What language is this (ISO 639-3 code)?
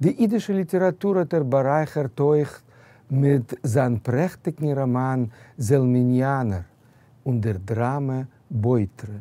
yid